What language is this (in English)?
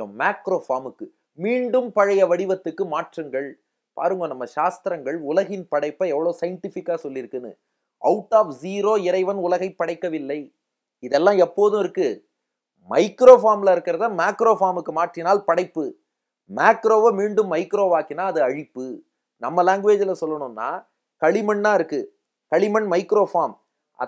Tamil